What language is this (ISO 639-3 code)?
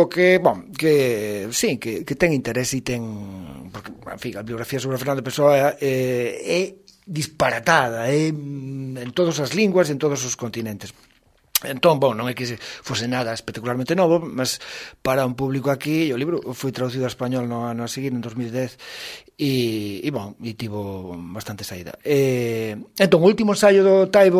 glg